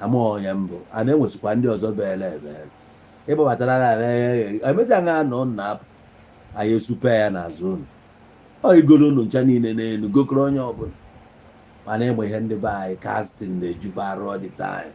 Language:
Igbo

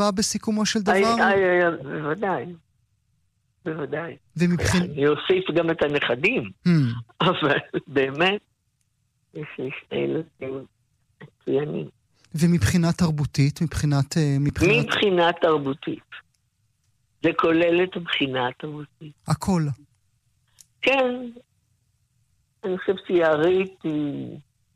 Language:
Hebrew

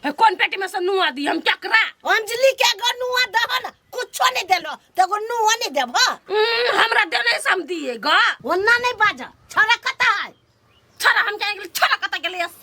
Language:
Maithili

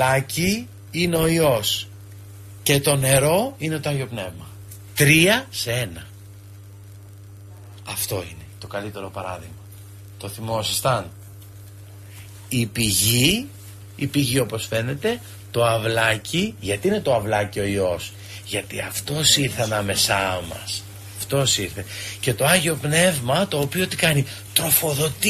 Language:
Greek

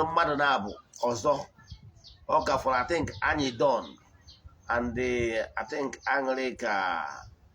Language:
Igbo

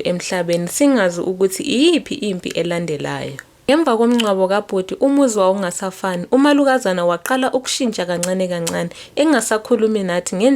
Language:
Zulu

